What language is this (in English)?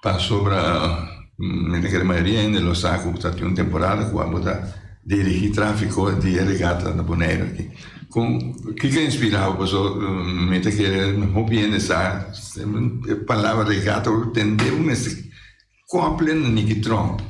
Papiamento